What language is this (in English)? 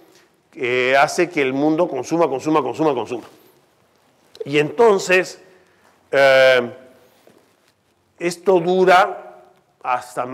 Spanish